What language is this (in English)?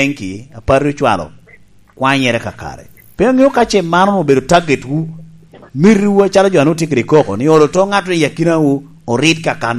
Lango (Uganda)